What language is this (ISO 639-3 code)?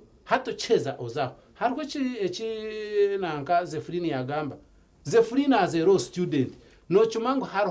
nyn